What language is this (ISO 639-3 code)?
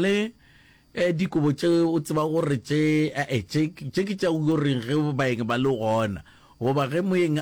nso